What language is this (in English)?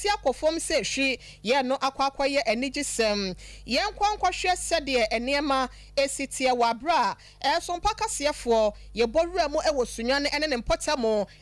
Akan